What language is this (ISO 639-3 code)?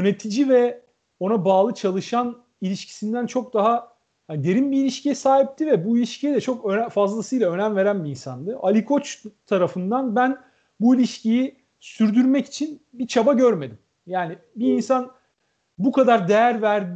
tur